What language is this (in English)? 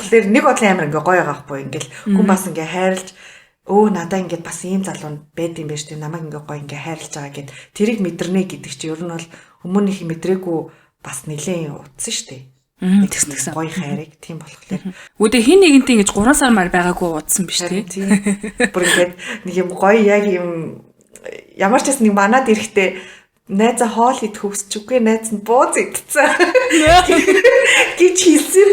Mongolian